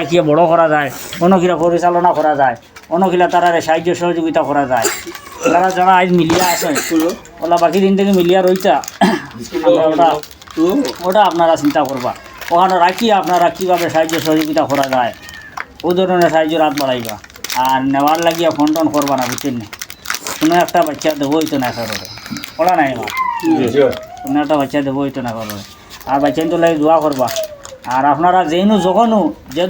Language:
Sylheti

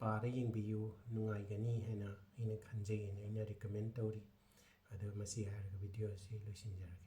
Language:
Manipuri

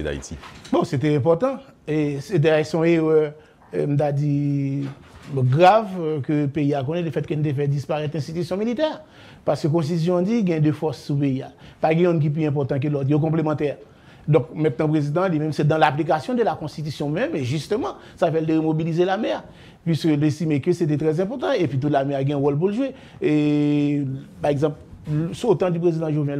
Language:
French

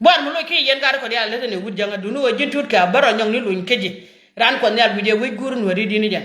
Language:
Nuer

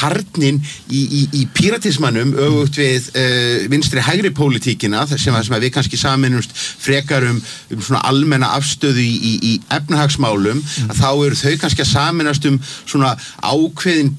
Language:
Icelandic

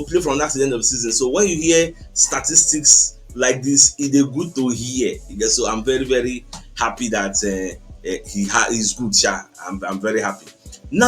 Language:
Nigerian Pidgin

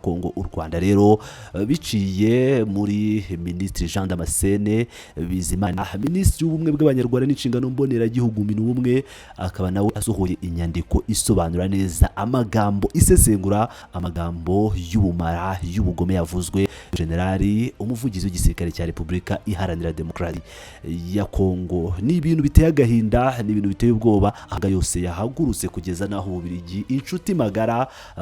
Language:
Kinyarwanda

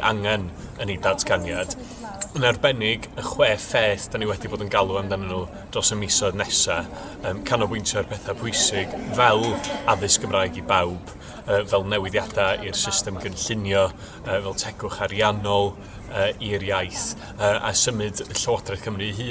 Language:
Welsh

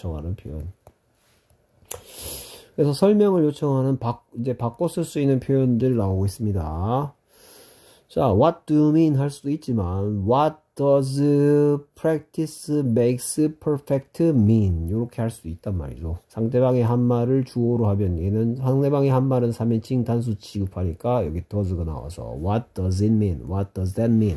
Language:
Korean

